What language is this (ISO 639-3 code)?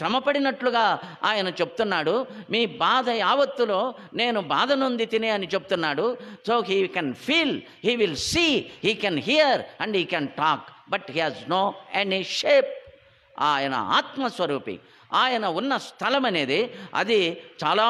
tel